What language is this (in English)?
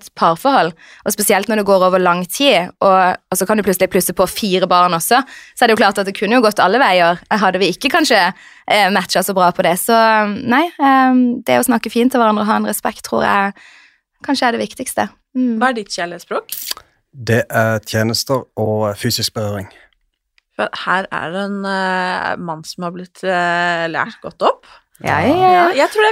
Norwegian